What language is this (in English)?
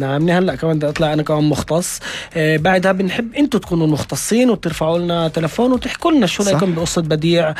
North Levantine Arabic